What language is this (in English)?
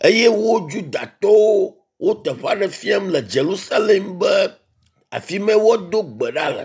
Ewe